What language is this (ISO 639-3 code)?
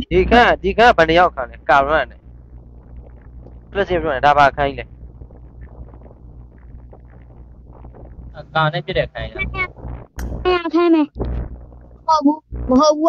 mya